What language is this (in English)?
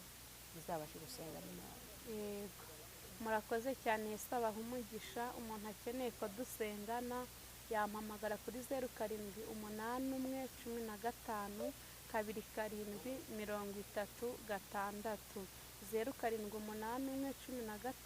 Kinyarwanda